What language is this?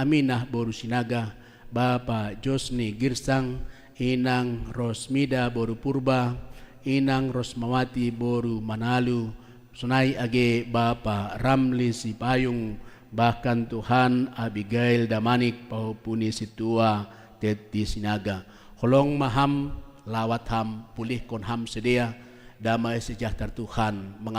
Batak Simalungun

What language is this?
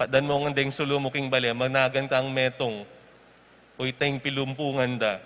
Pampanga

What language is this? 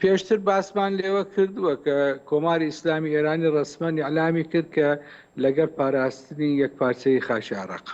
Central Kurdish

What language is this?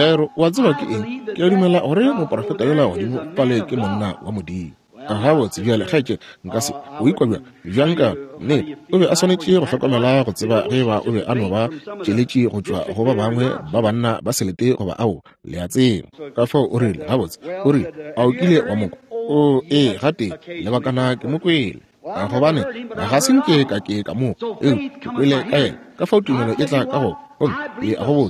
Northern Sotho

